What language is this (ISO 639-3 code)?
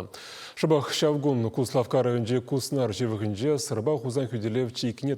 chv